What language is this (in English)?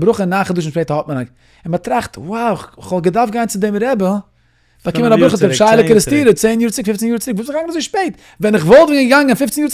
Yiddish